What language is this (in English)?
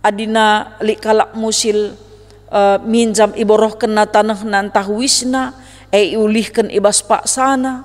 Batak Karo